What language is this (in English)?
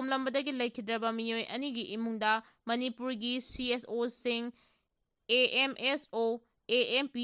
Manipuri